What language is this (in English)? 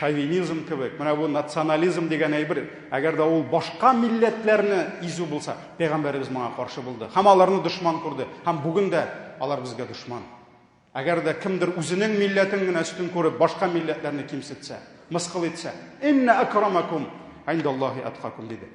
Tatar